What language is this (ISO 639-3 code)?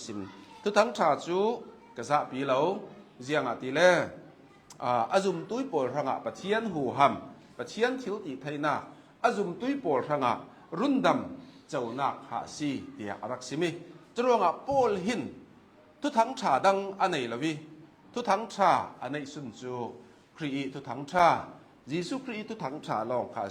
cnh